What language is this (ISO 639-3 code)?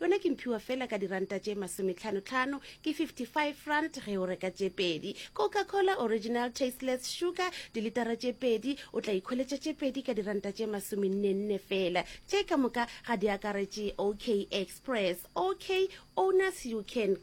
nso